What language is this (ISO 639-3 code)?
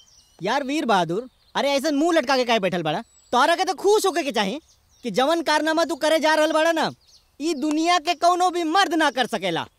bho